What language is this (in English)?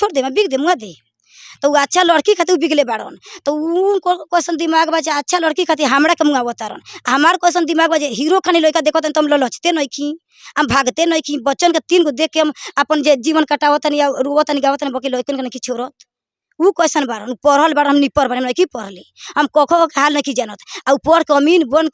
Bhojpuri